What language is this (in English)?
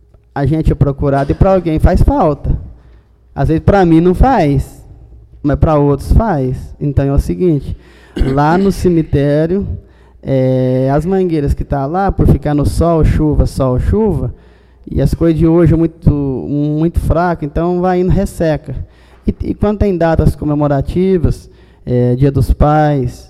Portuguese